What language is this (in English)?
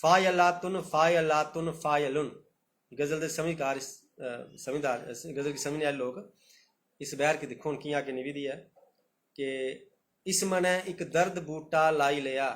Dogri